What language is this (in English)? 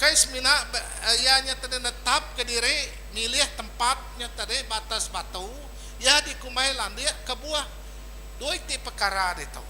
Iban